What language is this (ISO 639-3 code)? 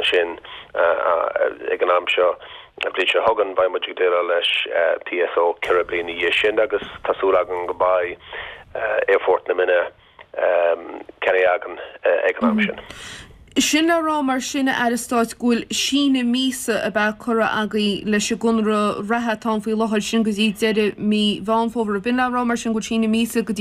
gle